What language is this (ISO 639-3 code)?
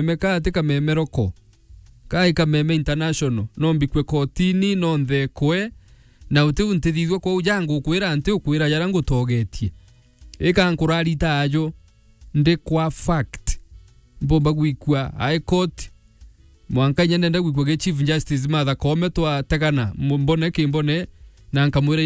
mer